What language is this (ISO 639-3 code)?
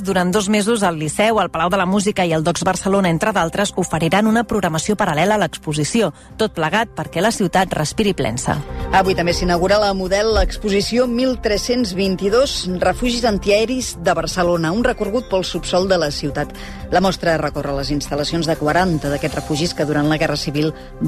cat